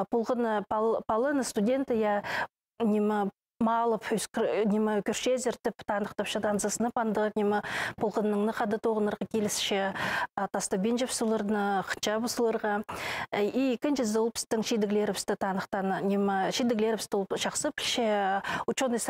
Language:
Khakas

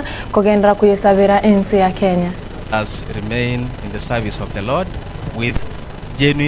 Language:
Gusii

